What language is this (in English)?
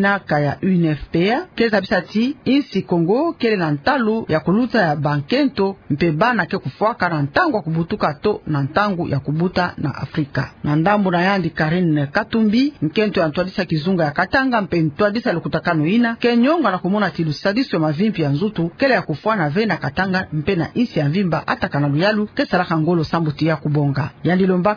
Kituba (Democratic Republic of Congo)